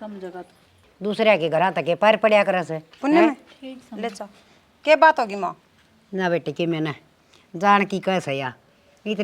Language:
Haryanvi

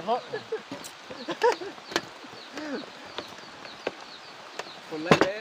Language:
Lao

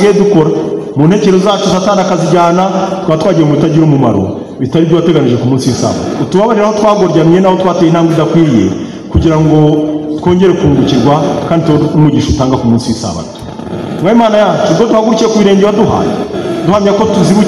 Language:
Kinyarwanda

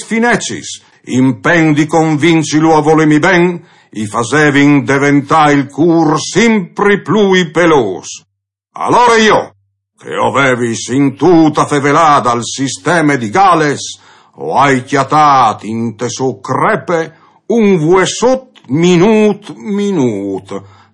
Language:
Friulian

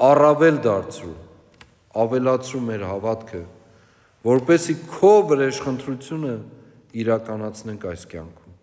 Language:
Armenian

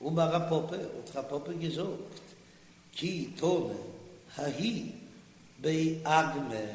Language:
Yiddish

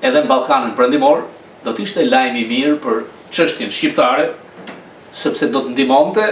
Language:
Albanian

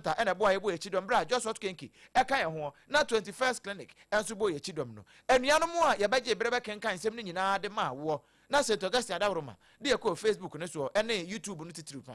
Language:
Akan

